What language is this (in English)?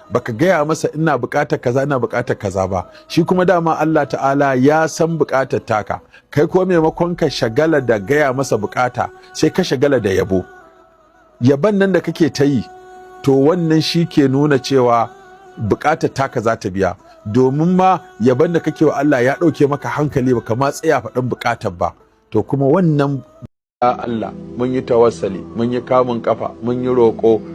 Hausa